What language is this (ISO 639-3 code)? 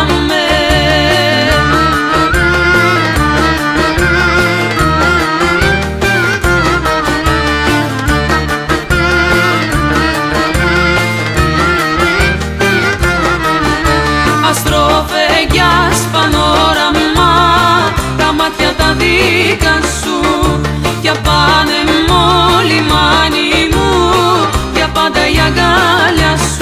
ell